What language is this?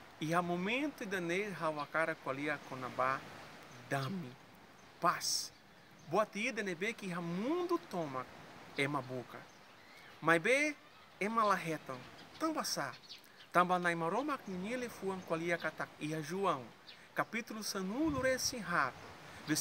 Tetum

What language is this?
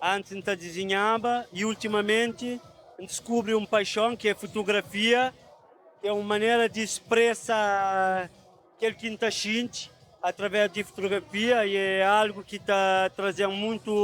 Kabuverdianu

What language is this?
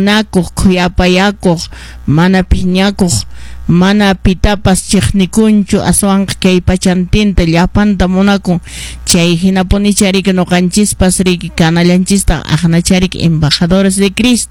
Quechua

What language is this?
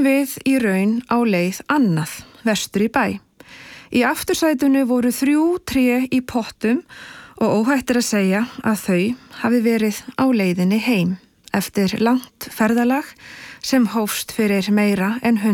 Icelandic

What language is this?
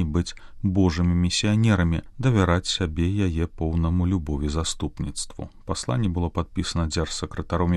Belarusian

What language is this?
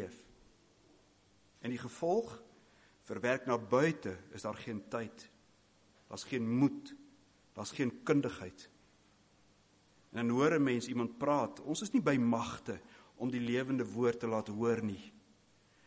Afrikaans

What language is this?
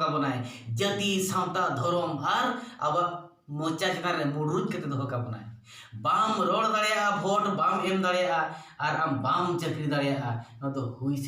Santali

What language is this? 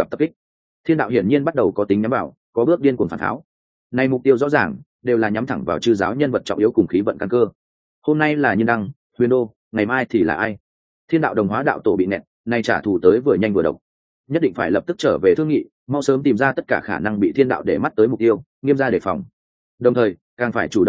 Vietnamese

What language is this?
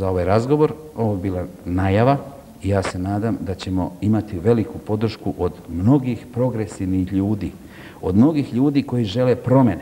Serbian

